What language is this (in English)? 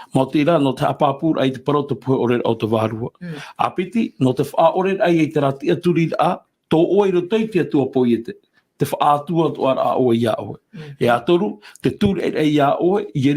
Tahitian